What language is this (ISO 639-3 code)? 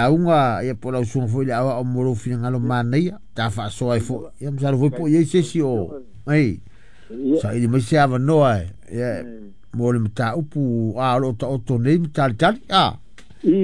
smo